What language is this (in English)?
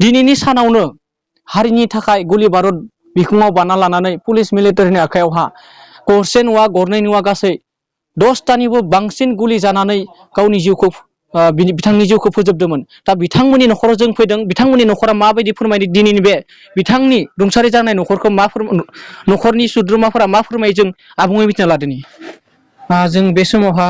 Bodo